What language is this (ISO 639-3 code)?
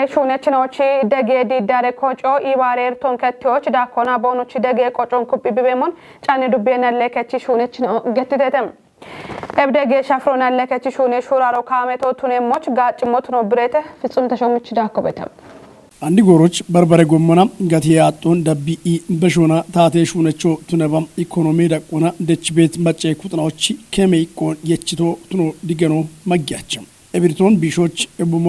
kbr